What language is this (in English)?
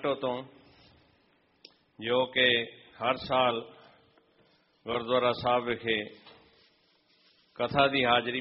Punjabi